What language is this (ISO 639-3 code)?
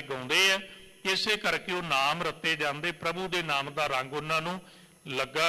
pan